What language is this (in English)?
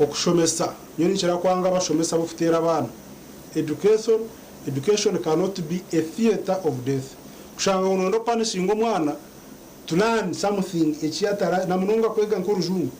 Nyankole